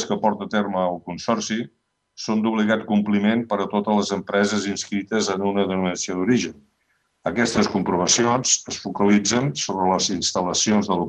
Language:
Catalan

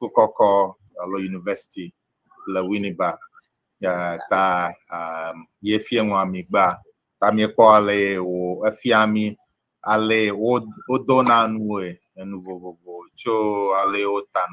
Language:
Ewe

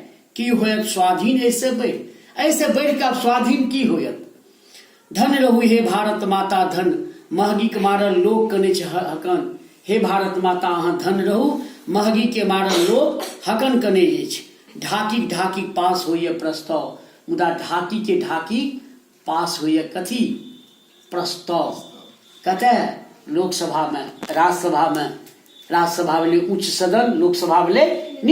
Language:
Maithili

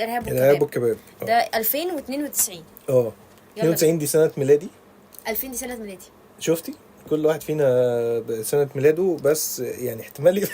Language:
Egyptian Arabic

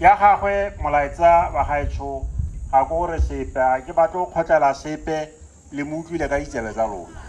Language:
Tswana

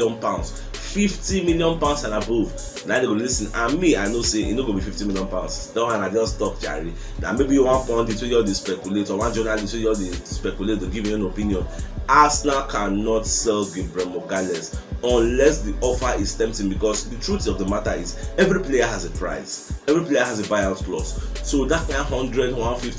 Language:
Nigerian Pidgin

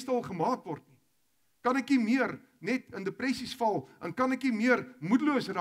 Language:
Afrikaans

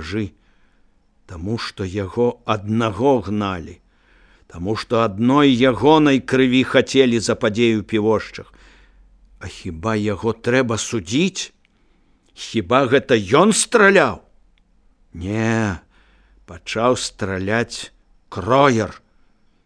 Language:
Belarusian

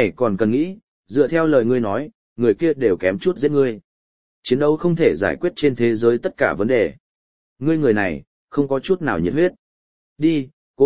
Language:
Vietnamese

